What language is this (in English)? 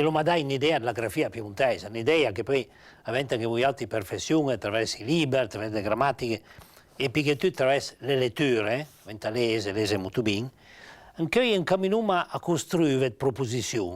Piedmontese